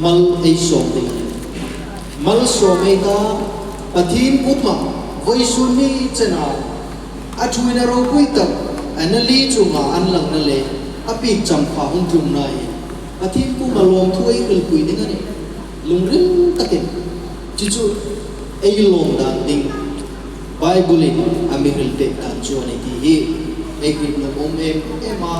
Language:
Hmar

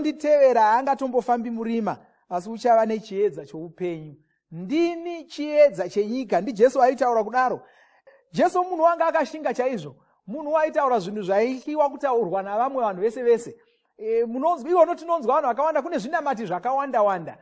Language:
Shona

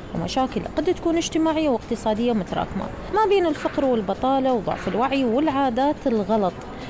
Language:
Mesopotamian Arabic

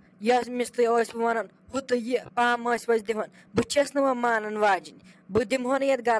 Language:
Kashmiri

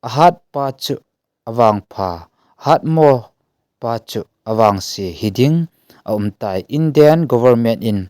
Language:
Thado Chin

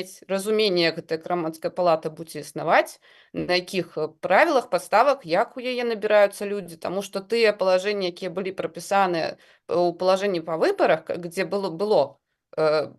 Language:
Belarusian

